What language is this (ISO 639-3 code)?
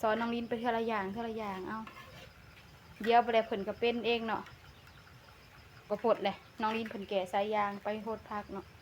lao